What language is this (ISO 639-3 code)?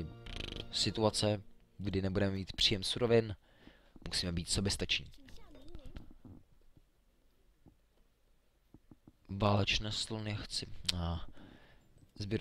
ces